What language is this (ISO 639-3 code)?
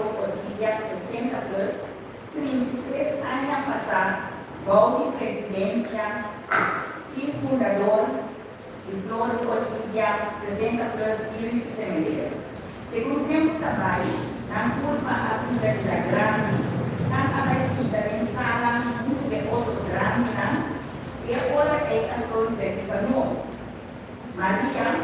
pap